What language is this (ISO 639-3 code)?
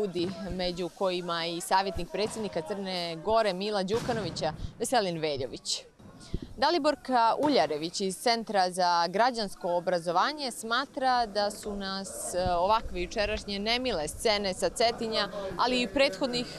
srp